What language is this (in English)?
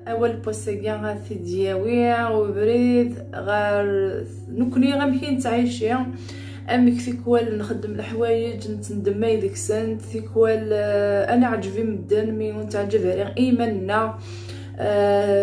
Kabyle